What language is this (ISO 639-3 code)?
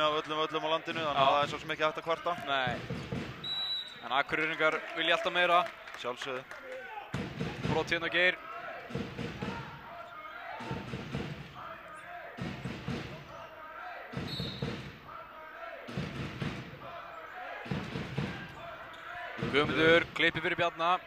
isl